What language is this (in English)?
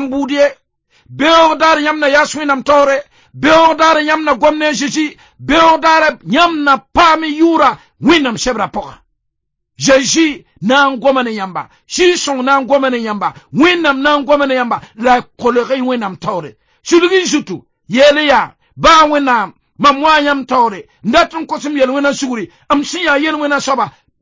Mossi